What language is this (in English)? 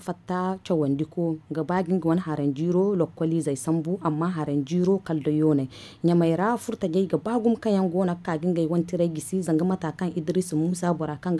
Zarma